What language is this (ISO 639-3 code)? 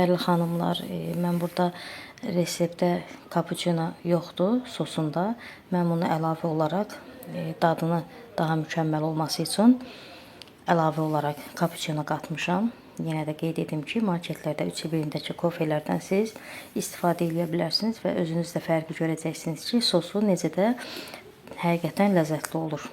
aze